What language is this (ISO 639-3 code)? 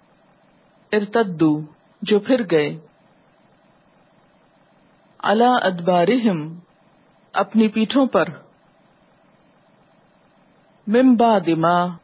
urd